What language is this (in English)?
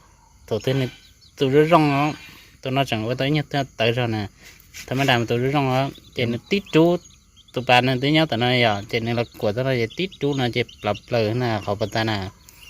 Hmong